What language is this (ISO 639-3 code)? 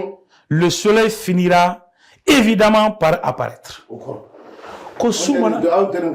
bam